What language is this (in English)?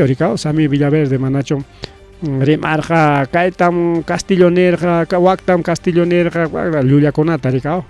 Ayacucho Quechua